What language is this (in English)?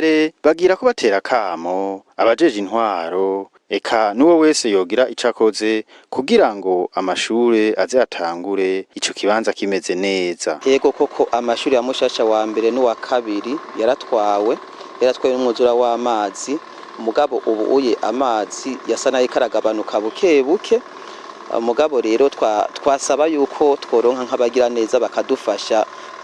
Rundi